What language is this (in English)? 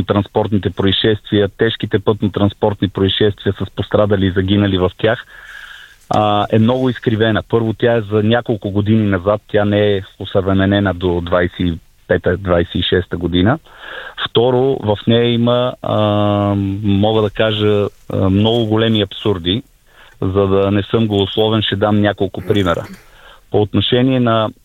Bulgarian